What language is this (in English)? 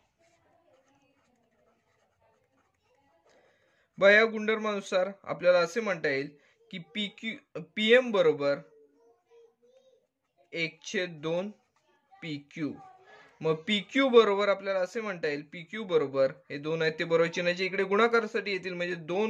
Marathi